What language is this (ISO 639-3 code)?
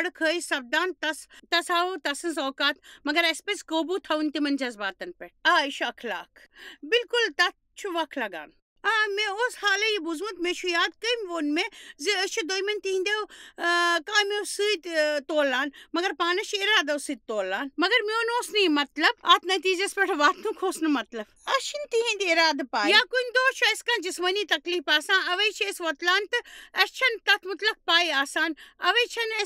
kas